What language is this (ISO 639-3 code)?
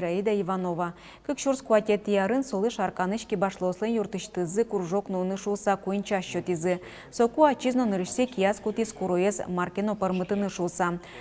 udm